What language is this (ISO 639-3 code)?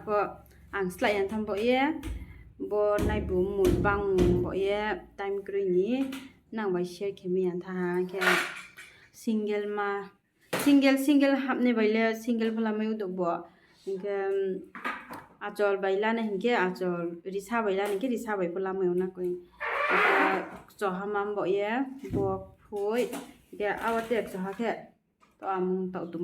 ria